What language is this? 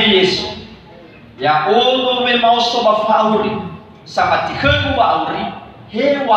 Nias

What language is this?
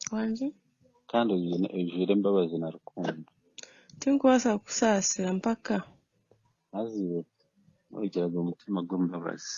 Nyankole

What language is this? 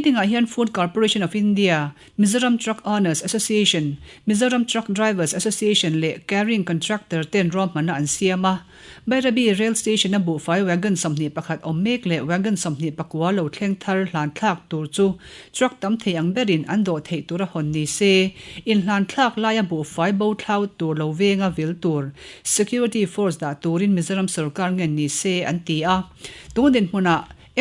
Mizo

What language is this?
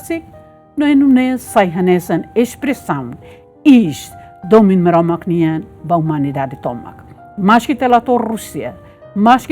Tetum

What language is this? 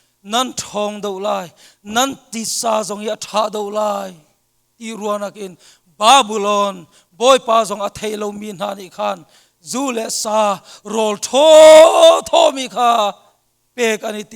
Hakha Chin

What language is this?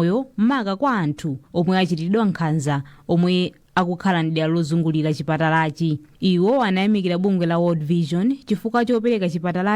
Nyanja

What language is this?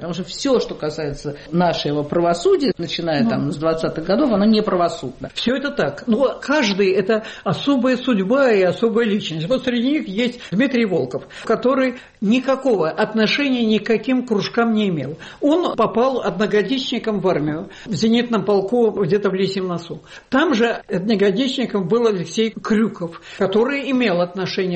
Russian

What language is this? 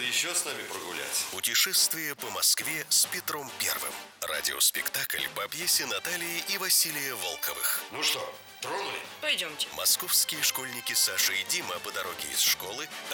Russian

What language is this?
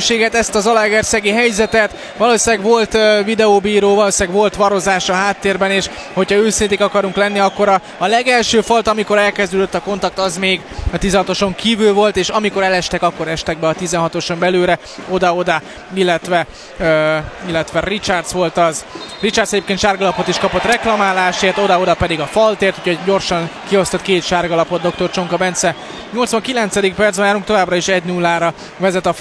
Hungarian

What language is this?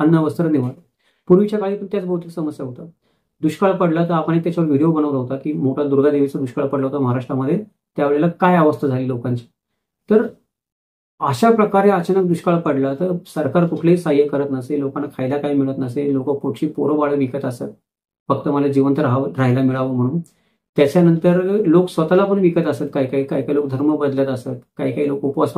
Marathi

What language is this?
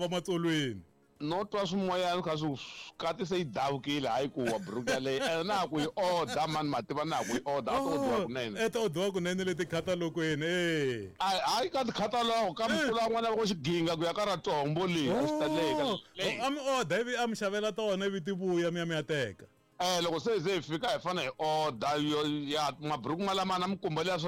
Tsonga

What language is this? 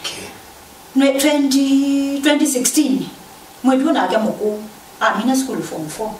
Kamba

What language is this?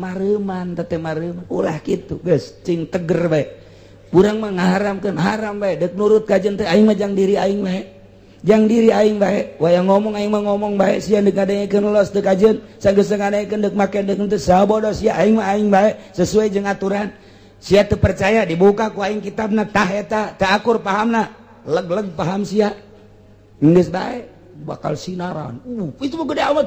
Sundanese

